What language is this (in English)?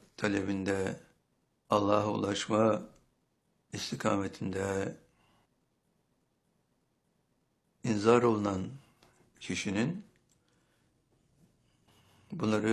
Turkish